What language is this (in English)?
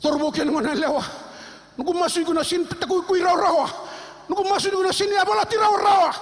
Fijian